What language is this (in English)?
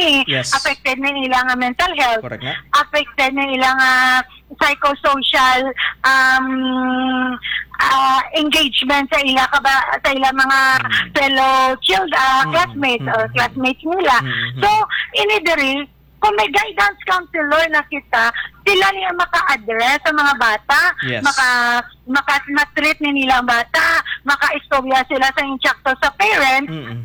Hiligaynon